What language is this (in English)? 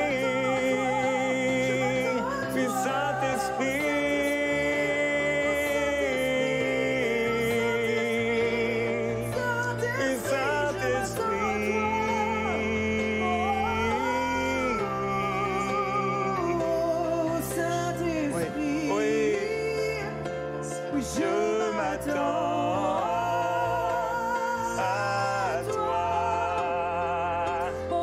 French